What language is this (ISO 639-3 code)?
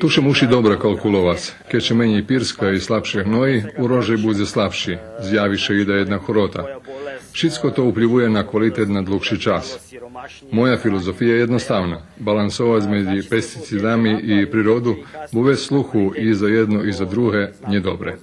rue